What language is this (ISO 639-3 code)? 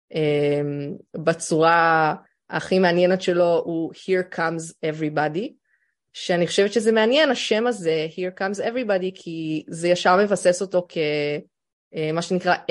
heb